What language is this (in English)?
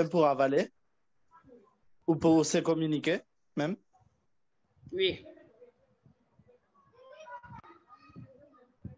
French